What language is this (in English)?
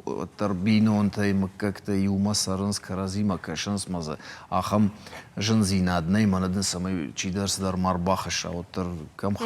Ossetic